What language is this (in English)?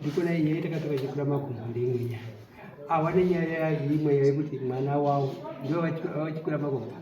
Shona